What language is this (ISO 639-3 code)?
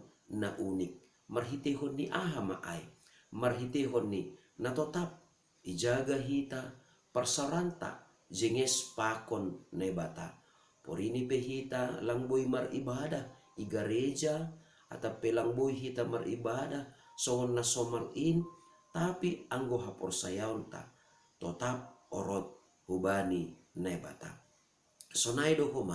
bts